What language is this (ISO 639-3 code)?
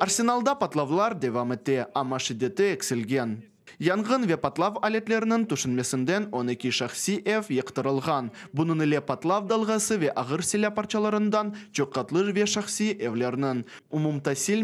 crh